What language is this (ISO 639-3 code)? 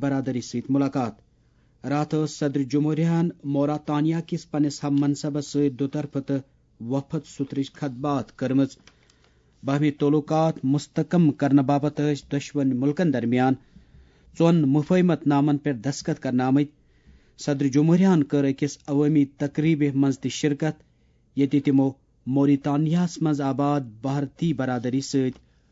kas